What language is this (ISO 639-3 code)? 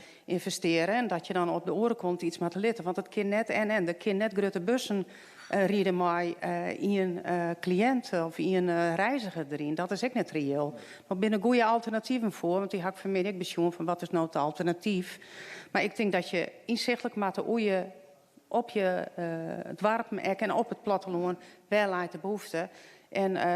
fry